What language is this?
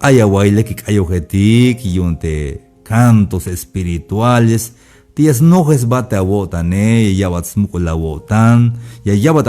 Tzeltal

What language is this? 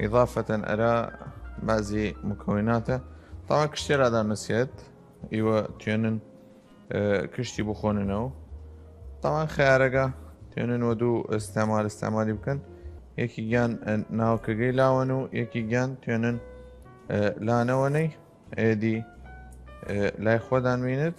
Southern Kurdish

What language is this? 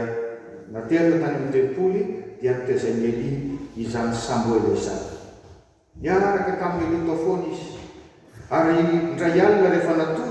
Malagasy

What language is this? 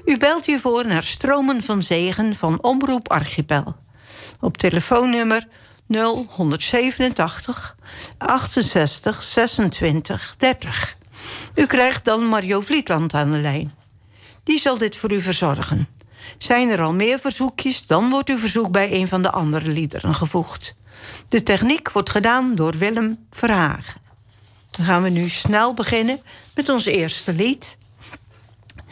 Dutch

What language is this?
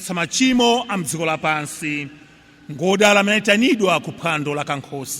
Nyanja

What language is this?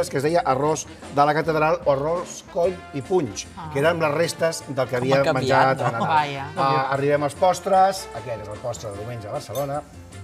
Catalan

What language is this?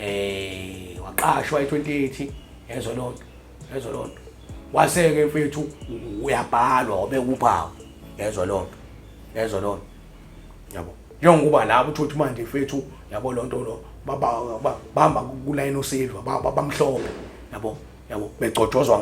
Zulu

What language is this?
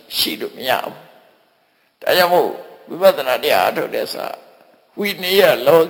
Burmese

